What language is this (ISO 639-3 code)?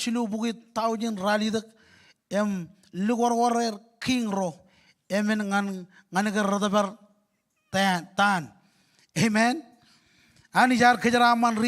mah